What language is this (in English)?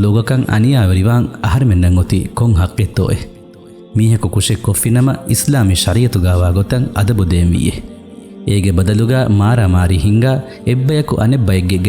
Divehi